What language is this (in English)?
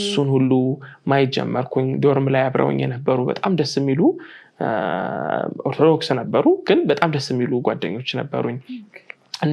Amharic